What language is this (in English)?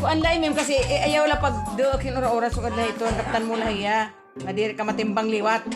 Waray